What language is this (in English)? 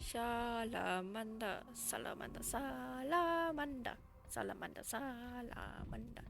Bavarian